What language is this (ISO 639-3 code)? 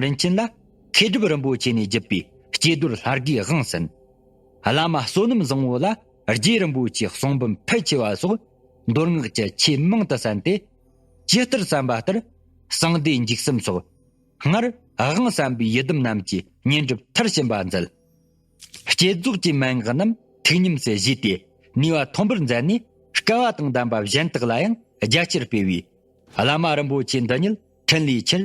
bod